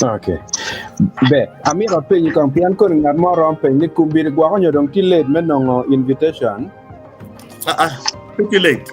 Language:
Acoli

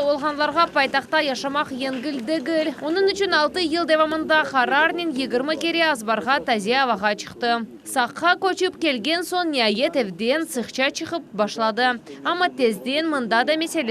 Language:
Crimean Tatar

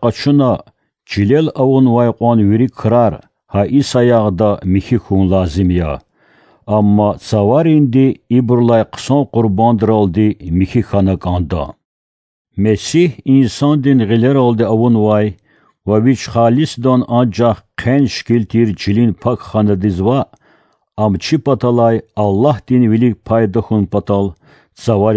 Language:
Lezghian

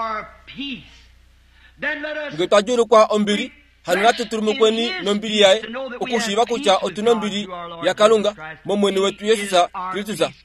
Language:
Kuanyama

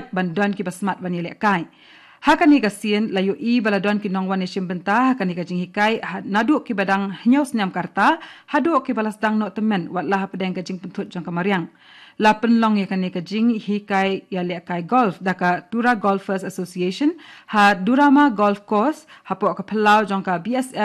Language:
Khasi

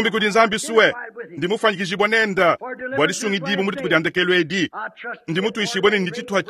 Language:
Luba-Lulua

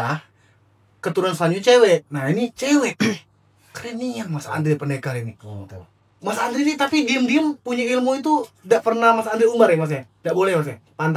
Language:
Musi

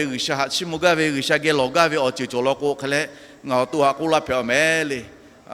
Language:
Lahu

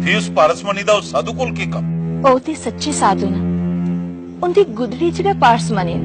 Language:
Dogri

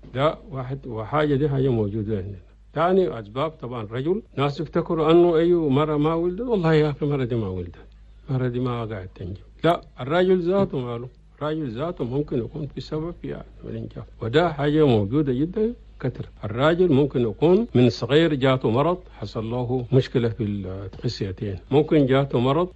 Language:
Chadian Arabic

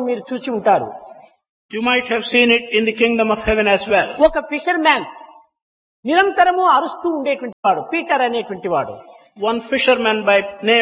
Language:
Telugu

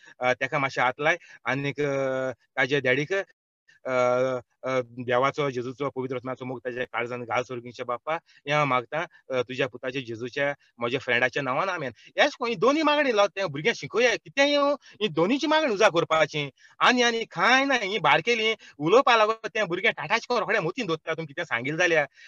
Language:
Konkani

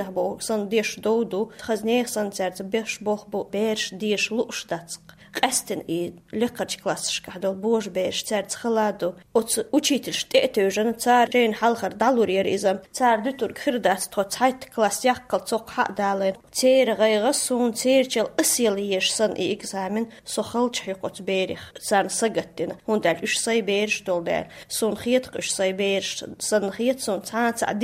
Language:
Chechen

